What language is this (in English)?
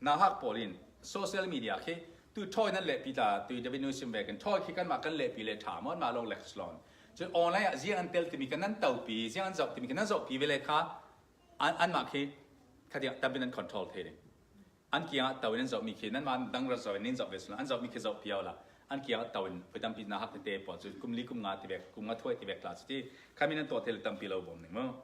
Falam Chin